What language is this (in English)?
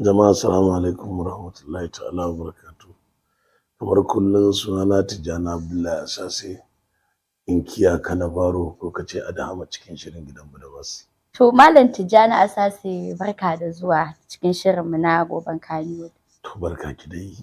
Hausa